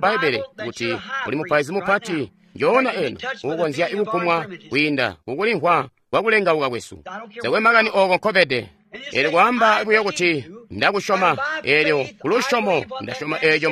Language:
Tonga (Zambia)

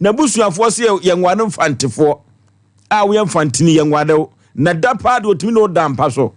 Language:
Akan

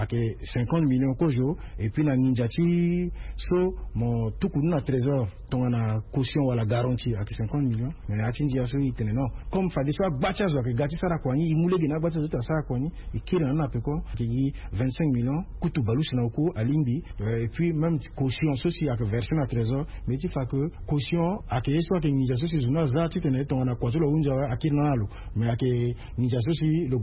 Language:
Sango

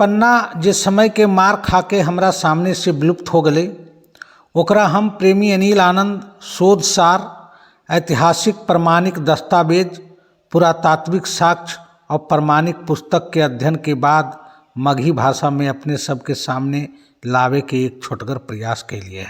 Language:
Magahi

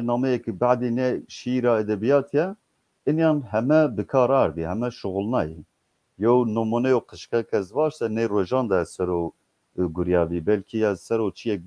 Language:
Zaza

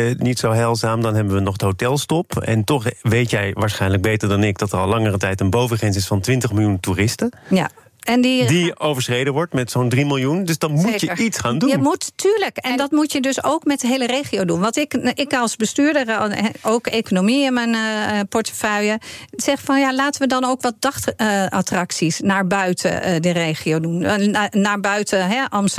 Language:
Dutch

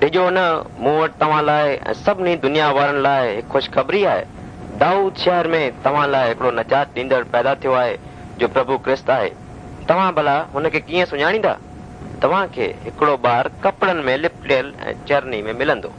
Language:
Sindhi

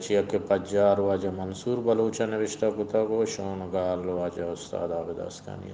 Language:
Eastern Balochi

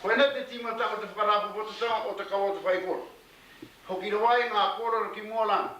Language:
Māori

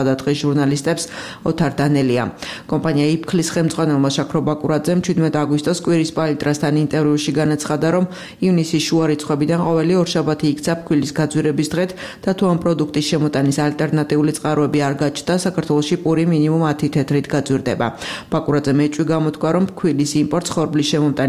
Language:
Georgian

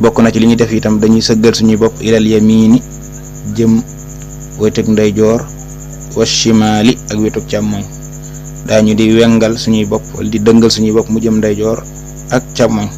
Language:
Wolof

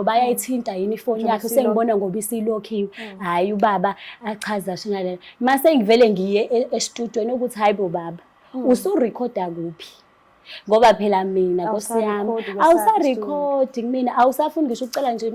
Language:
Zulu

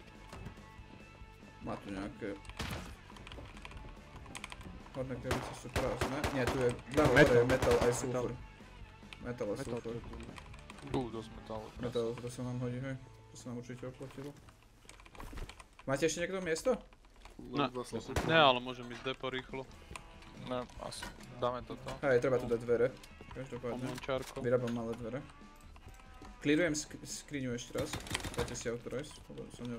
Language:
Slovak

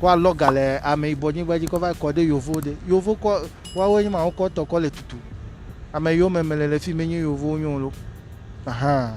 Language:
Ewe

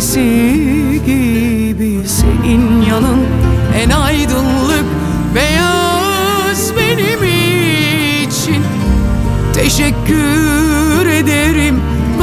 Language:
Turkish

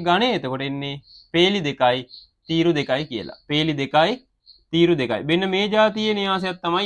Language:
Sinhala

